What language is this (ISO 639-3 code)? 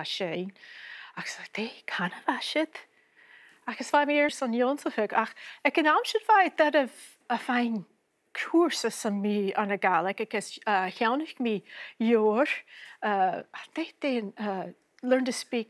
gla